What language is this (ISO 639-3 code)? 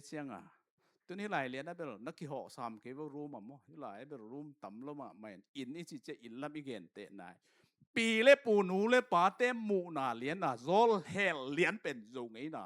ctd